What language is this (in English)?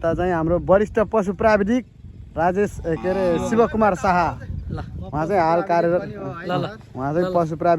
Nepali